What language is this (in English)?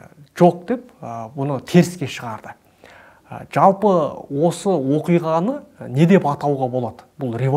Kazakh